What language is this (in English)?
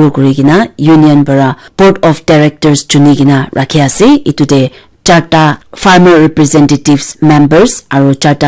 Naga Pidgin